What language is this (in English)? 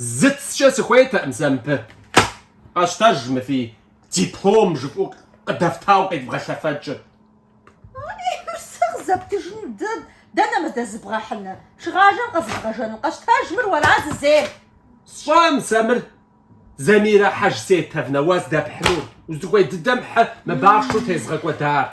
Kabardian